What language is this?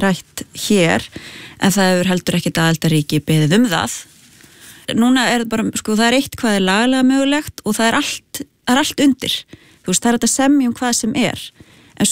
Icelandic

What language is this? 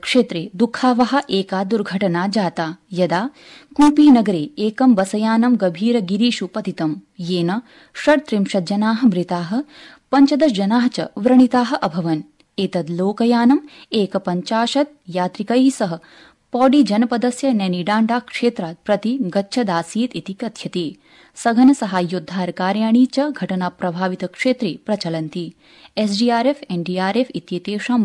Sanskrit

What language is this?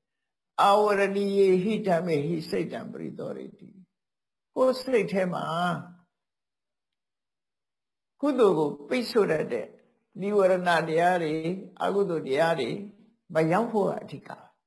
Burmese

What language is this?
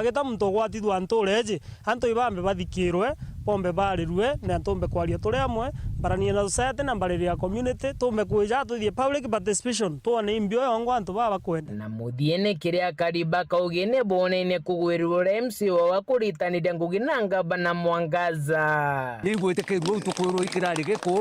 Meru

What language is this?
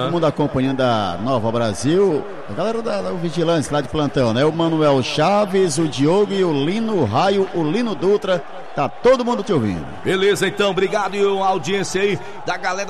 Portuguese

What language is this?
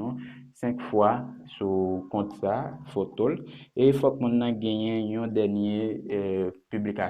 Haitian Creole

